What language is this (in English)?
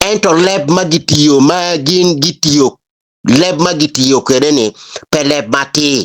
Acoli